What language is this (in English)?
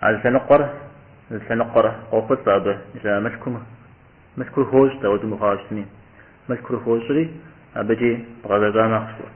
Kabardian